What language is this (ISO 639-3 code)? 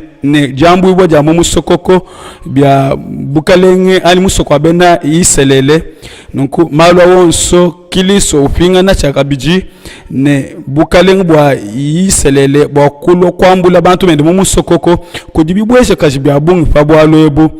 lua